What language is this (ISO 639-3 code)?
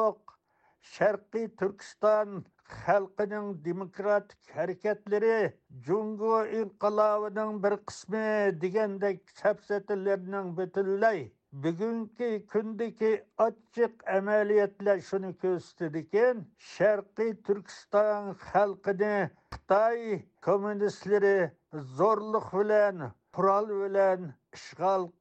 uig